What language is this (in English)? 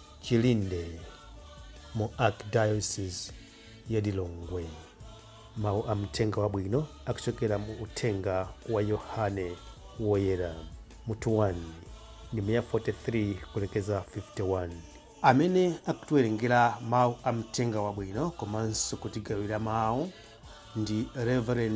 Nyanja